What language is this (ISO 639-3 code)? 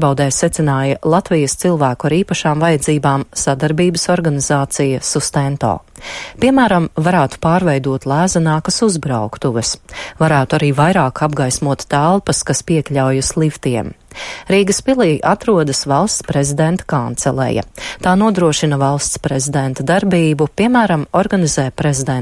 lav